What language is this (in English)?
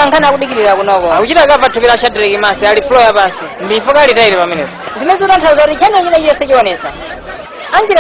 Nyanja